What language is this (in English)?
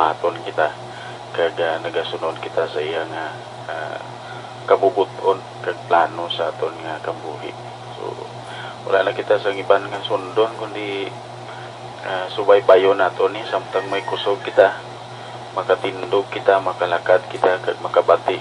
Hiligaynon